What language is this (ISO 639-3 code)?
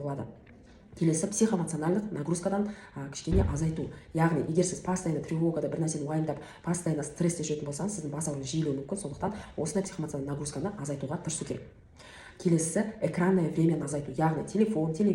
kaz